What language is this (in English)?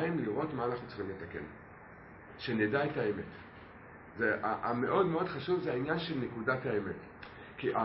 Hebrew